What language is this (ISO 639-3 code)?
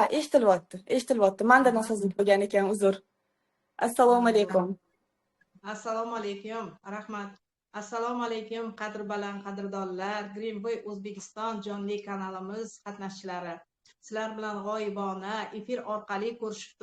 uzb